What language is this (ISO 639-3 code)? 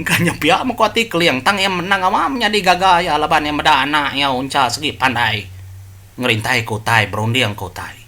iba